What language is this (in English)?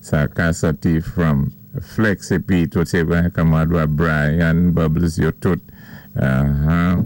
Saint Lucian Creole French